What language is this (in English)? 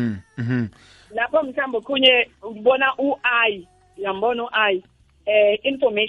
South Ndebele